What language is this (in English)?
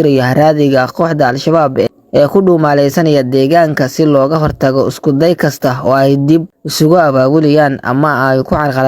Somali